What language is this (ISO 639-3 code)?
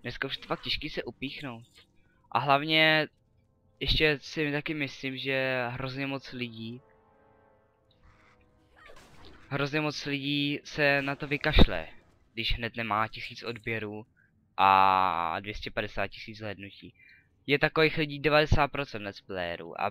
ces